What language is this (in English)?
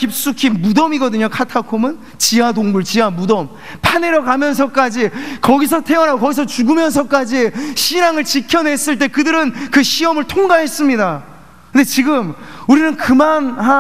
Korean